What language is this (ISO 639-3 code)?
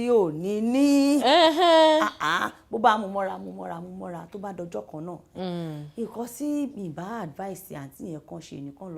yor